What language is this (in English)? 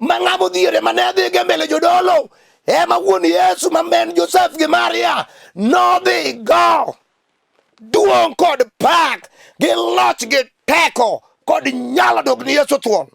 Luo (Kenya and Tanzania)